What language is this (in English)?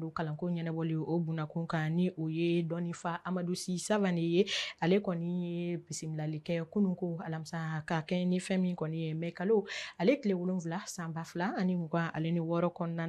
Bambara